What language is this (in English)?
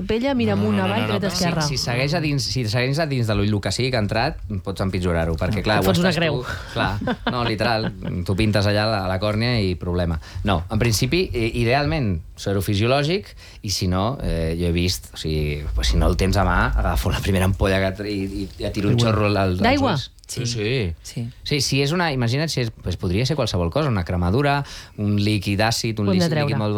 Catalan